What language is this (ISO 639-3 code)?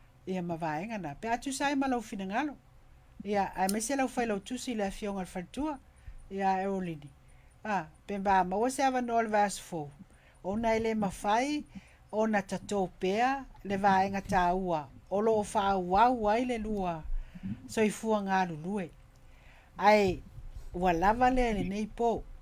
smo